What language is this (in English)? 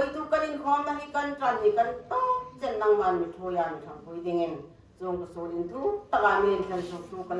Hmar